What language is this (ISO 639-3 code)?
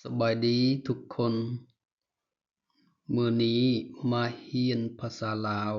lao